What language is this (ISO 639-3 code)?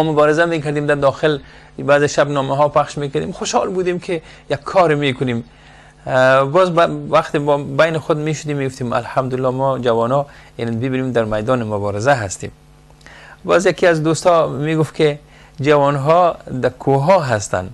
fas